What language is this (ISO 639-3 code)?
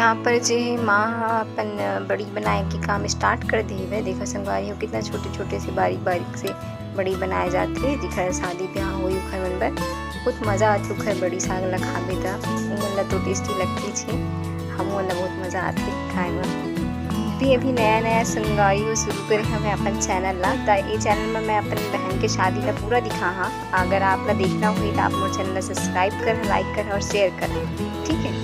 hne